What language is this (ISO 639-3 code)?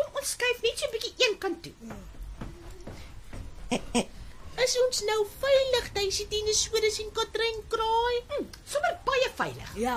afr